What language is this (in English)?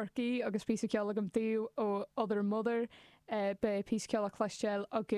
Irish